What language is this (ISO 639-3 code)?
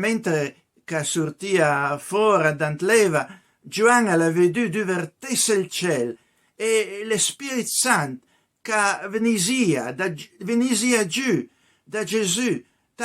pms